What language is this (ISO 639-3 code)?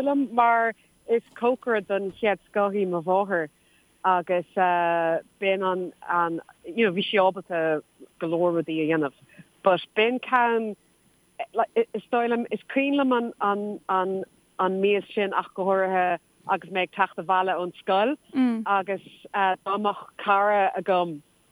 gle